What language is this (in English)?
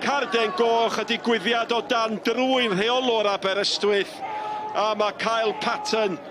Welsh